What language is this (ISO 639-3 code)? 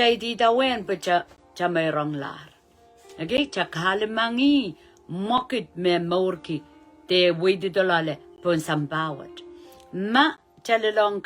pon